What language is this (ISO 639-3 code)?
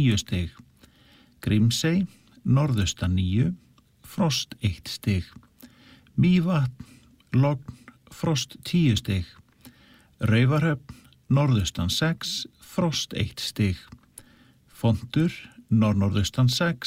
isl